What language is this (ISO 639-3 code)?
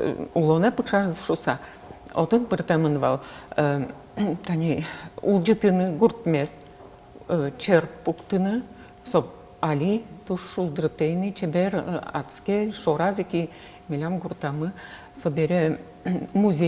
udm